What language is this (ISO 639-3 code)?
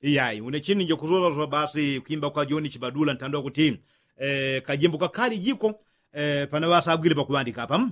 yao